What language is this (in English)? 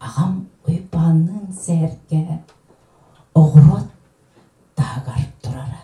Yakut